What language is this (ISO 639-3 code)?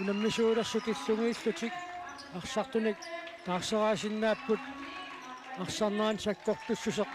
kal